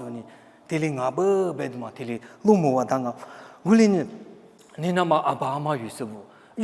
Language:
Lisu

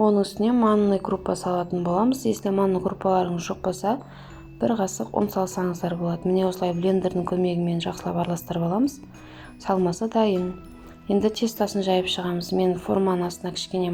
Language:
Kazakh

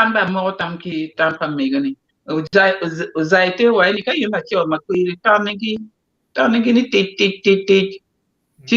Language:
Acoli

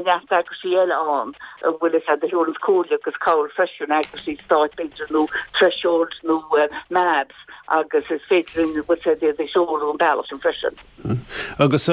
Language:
Irish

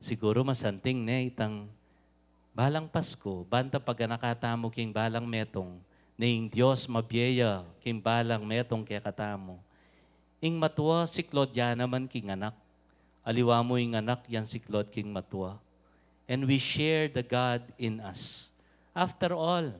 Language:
Pampanga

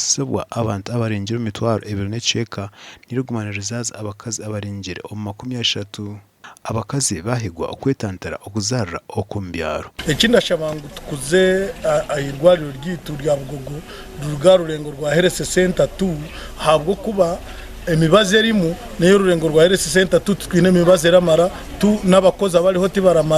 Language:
Nyankole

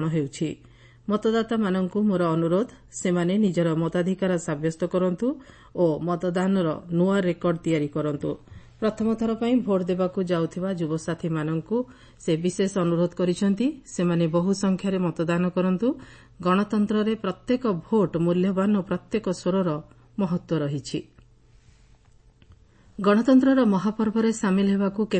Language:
Odia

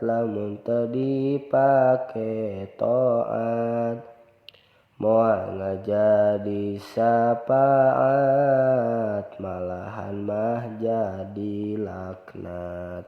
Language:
Sundanese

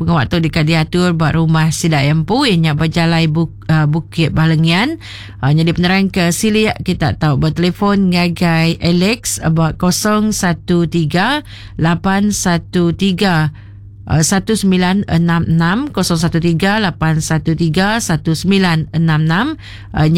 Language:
Iban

